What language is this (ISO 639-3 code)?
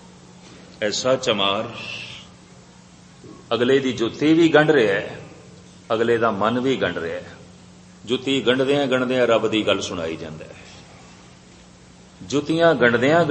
pan